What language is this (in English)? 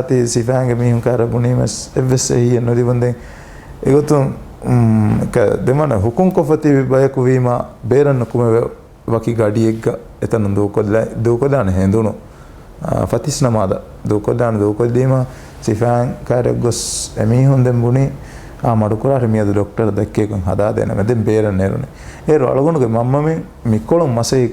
Divehi